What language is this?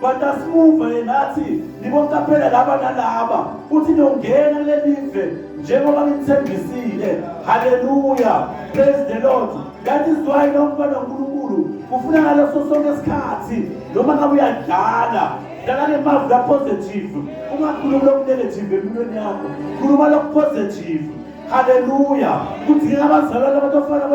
Zulu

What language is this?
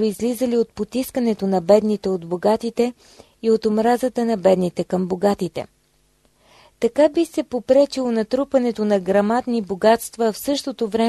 Bulgarian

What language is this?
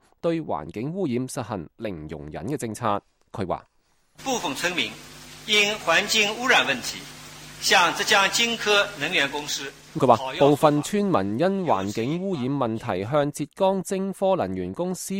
Cantonese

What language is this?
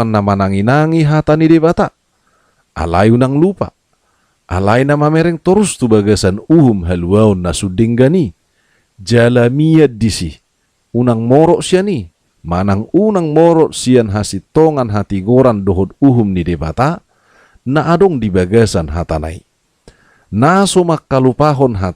Batak Toba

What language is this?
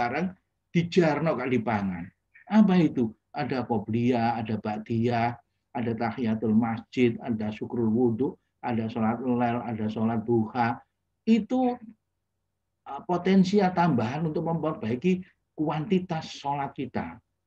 Indonesian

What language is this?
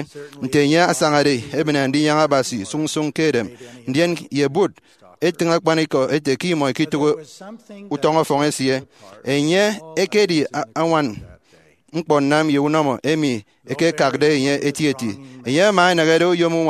Efik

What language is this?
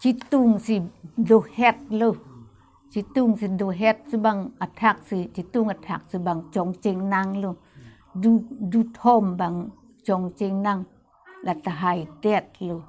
Karbi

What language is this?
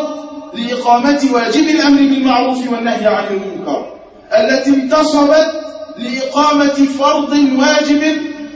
Arabic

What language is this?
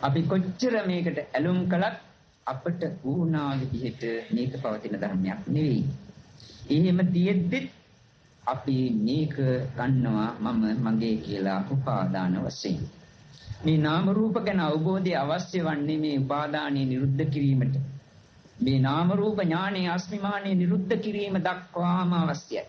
Sinhala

